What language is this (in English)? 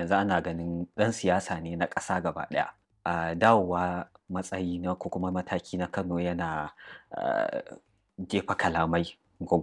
Hausa